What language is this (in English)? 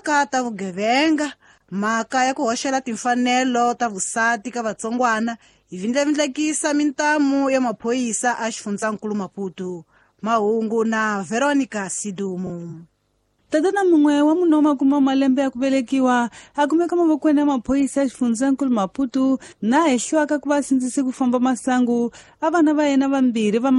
Tsonga